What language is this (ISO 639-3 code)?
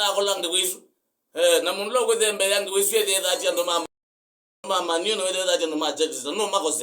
kam